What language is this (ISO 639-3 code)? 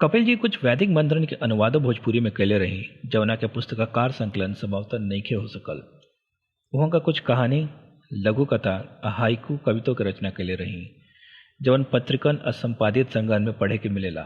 bho